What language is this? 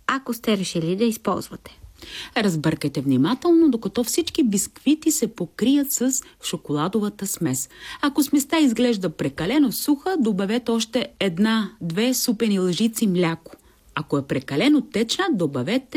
Bulgarian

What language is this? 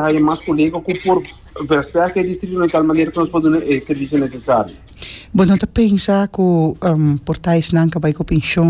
Papiamento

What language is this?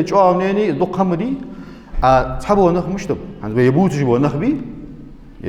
Ingush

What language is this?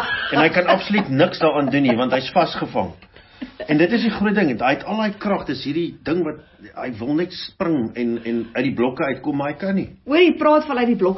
Afrikaans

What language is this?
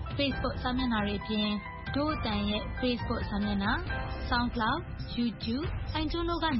Burmese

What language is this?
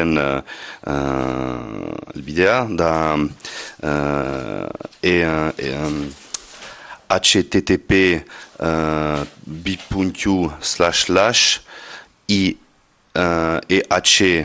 Basque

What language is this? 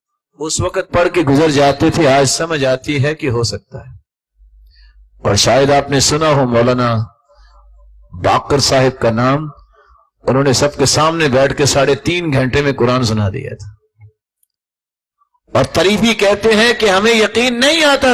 Urdu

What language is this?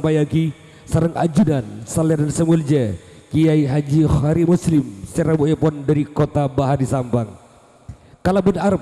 Madurese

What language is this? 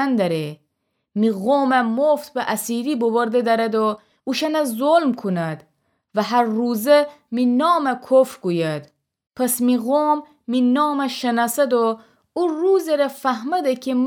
Gilaki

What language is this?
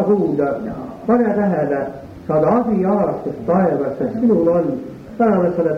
Estonian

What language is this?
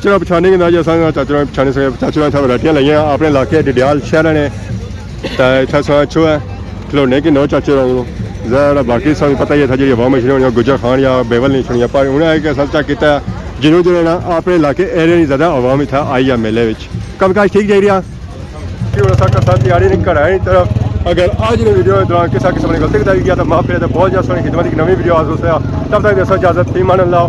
Pahari-Potwari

